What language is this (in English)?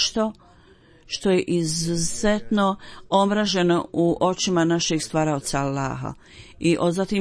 Bosnian